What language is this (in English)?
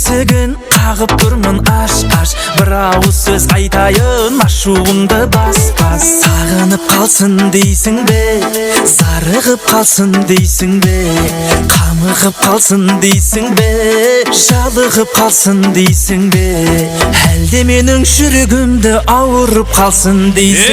Kara-Kalpak